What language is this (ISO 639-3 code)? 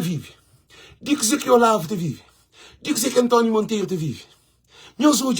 kea